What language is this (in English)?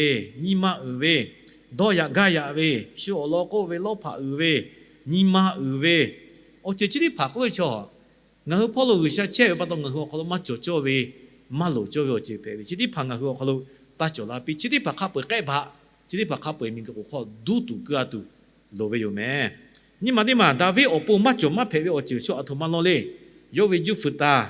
Lahu